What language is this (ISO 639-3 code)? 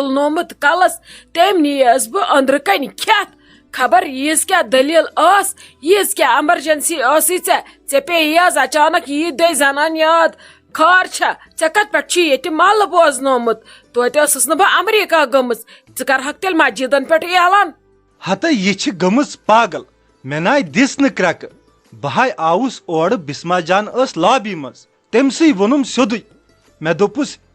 kas